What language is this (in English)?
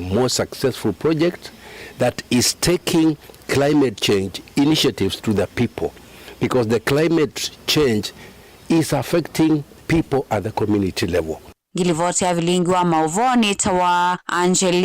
Kamba